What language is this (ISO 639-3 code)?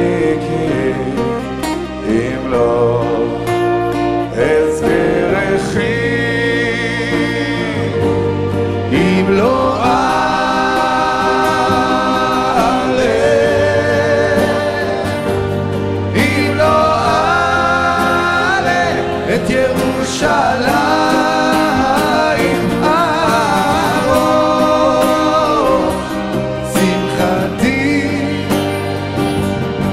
heb